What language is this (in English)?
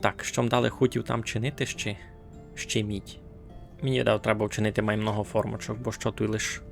Rusyn